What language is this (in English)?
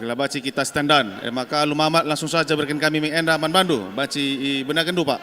Batak Karo